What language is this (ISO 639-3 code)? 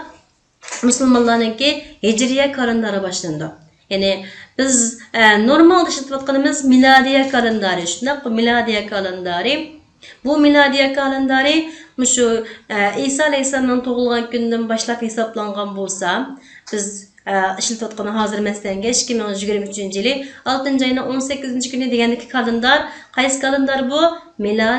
uig